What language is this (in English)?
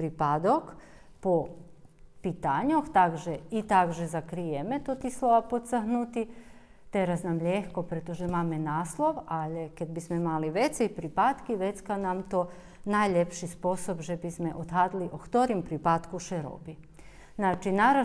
Rusyn